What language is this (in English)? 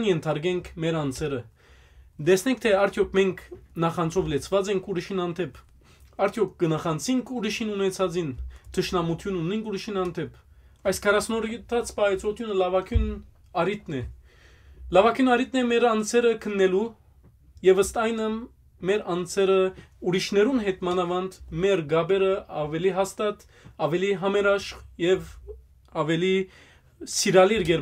Western Armenian